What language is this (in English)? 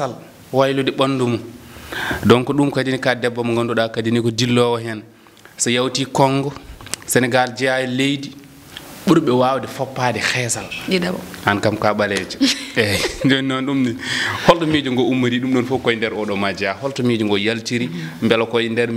Fula